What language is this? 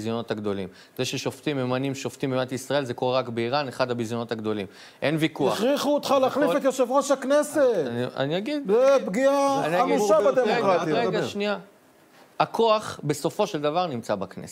Hebrew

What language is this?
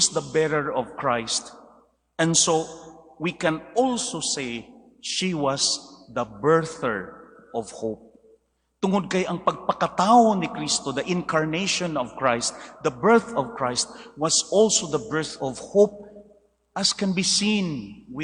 Cebuano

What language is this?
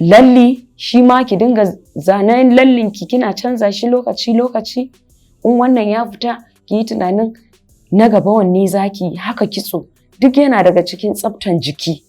Hausa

